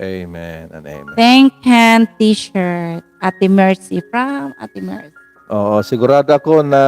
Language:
Waray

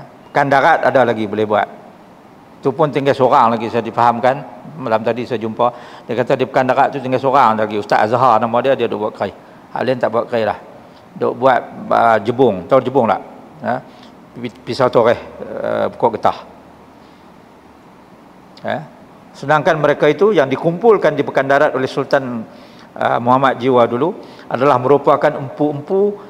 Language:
Malay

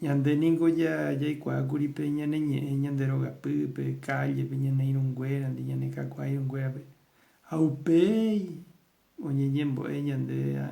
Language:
Guarani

